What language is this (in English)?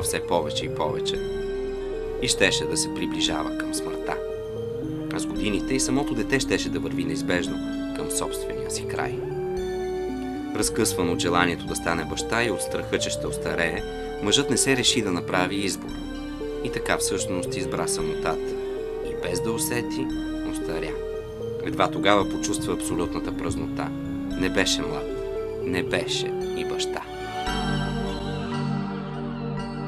Bulgarian